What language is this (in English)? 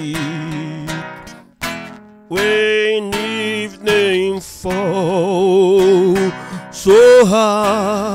Portuguese